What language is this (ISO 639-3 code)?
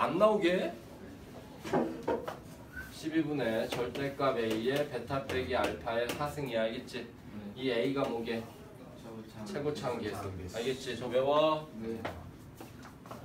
kor